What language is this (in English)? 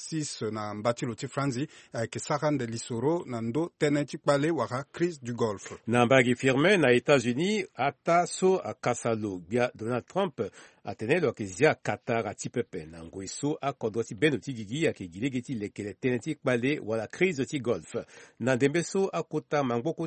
Sango